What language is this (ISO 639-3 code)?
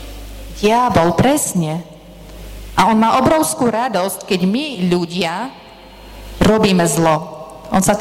slk